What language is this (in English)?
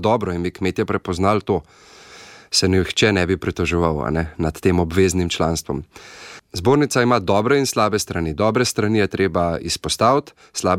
Slovenian